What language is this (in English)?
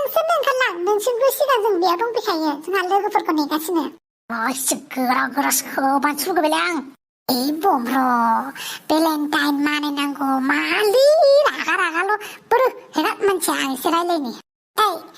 Bodo